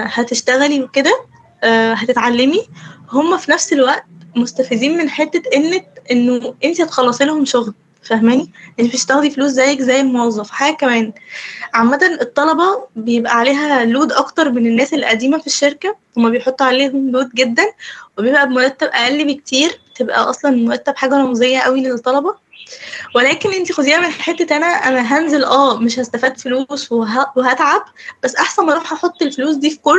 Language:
Egyptian Arabic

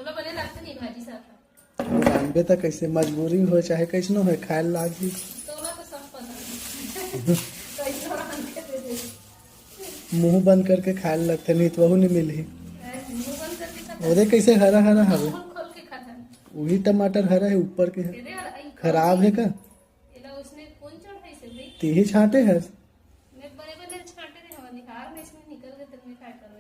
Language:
Chhattisgarhi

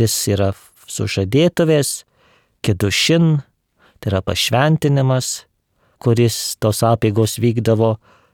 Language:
Lithuanian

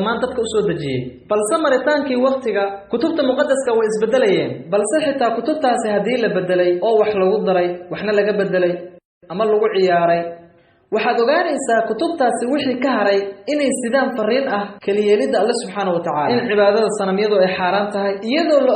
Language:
Somali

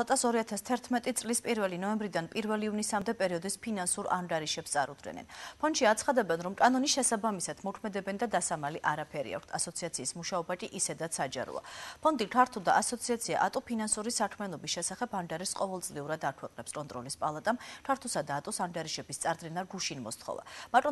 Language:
Georgian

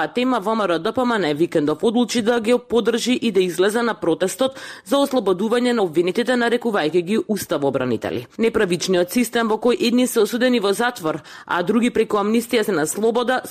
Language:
Macedonian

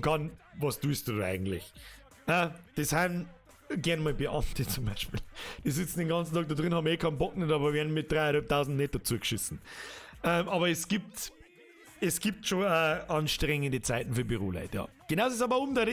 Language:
Bavarian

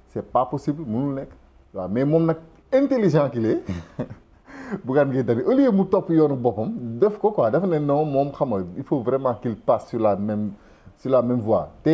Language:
Wolof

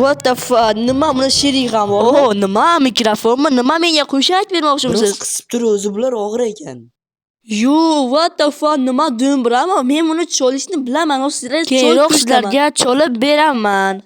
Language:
Uzbek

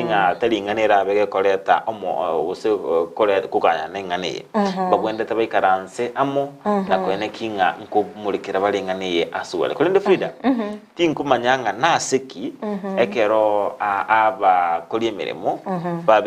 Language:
Gusii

